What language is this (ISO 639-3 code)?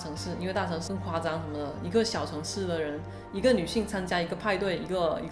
zho